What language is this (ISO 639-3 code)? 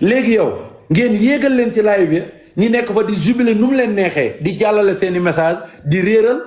wol